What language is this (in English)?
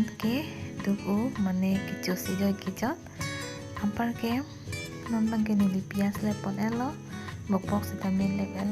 Karbi